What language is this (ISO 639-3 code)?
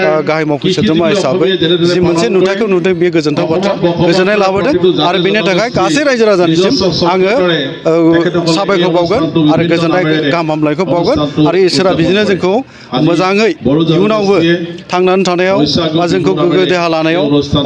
brx